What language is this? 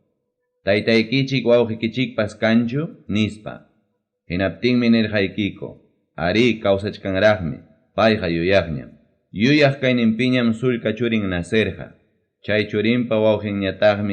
Ayacucho Quechua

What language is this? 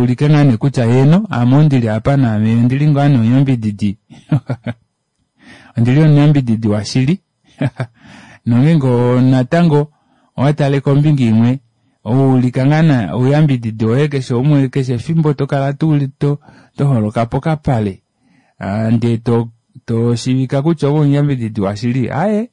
Kuanyama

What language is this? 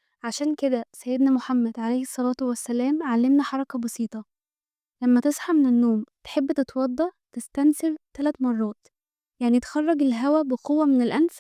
Egyptian Arabic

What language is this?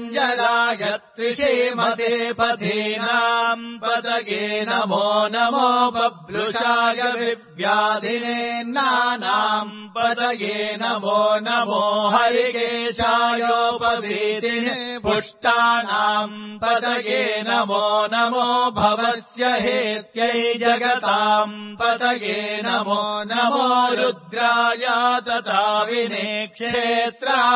Sanskrit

